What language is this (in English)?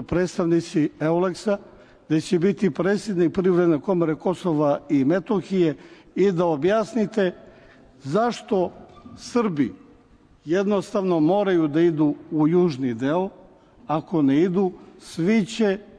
Serbian